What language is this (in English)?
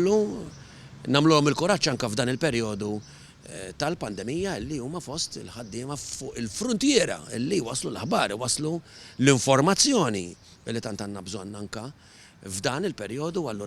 Maltese